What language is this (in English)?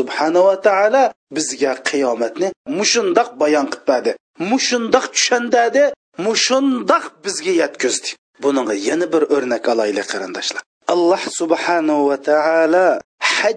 Uyghur